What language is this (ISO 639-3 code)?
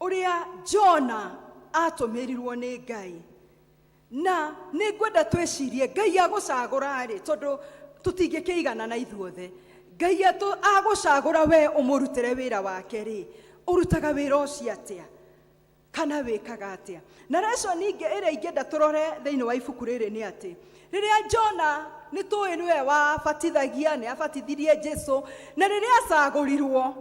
kik